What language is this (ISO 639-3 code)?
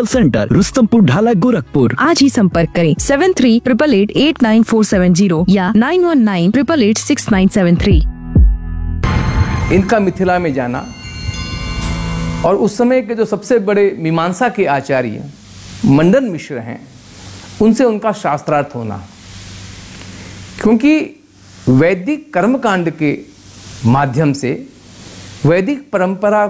hin